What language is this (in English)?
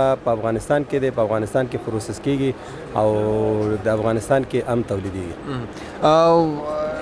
Pashto